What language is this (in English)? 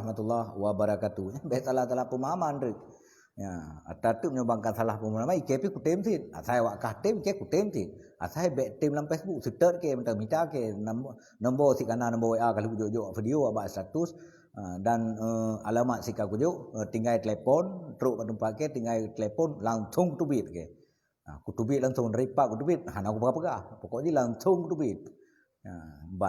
Achinese